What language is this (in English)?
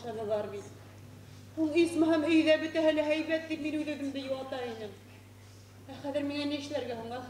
Bashkir